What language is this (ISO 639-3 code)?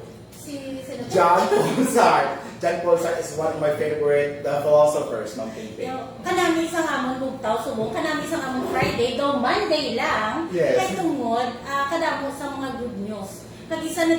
hil